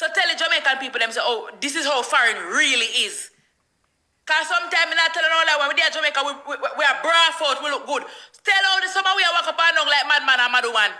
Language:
Jamaican Creole English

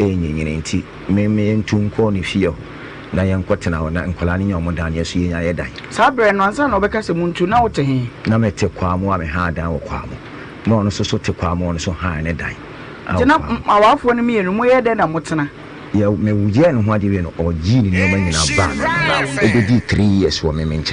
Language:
Akan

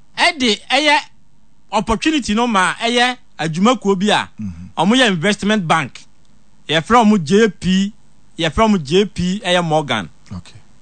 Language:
Akan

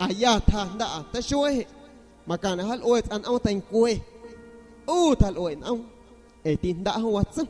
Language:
San Pedro Amuzgos Amuzgo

